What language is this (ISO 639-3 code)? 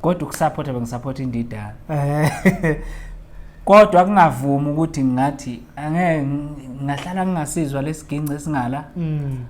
zul